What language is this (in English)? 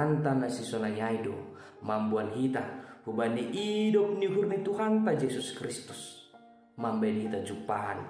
Batak Simalungun